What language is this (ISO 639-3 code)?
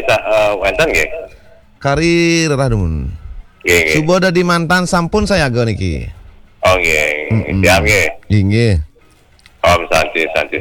ban